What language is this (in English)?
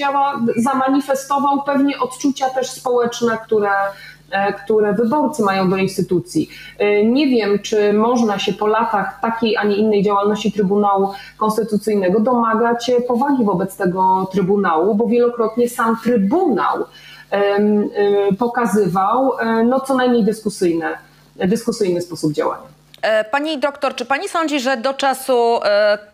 Polish